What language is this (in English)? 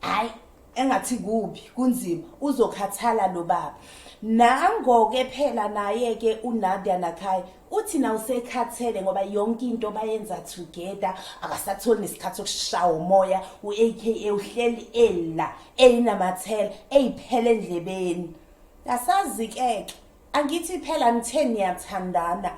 Zulu